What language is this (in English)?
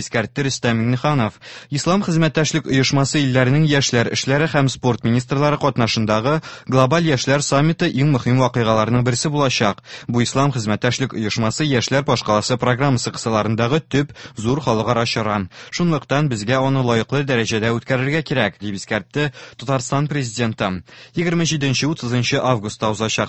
Tatar